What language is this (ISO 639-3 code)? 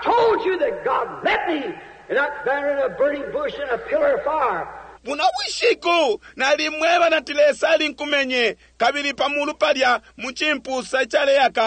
bem